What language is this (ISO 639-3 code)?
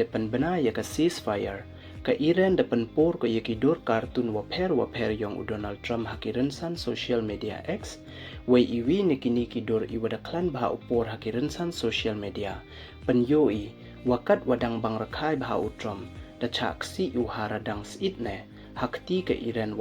pbv